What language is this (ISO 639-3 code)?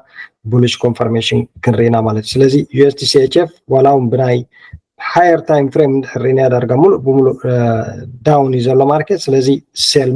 tir